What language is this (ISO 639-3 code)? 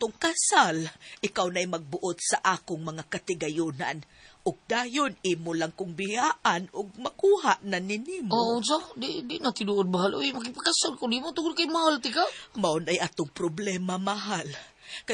ceb